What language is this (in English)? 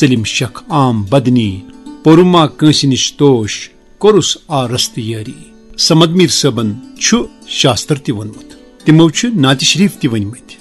Kashmiri